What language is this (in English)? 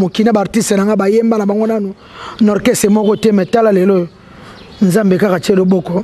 Lingala